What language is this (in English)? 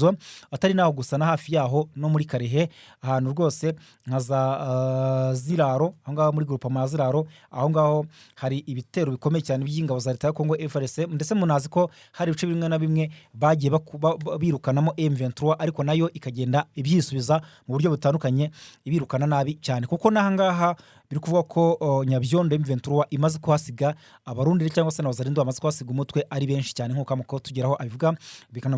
Kinyarwanda